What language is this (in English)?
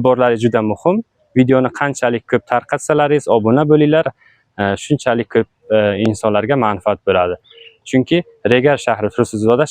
Uzbek